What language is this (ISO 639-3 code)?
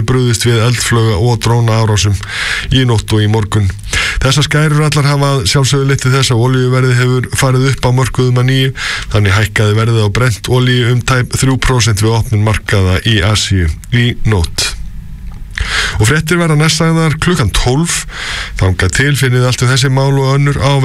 isl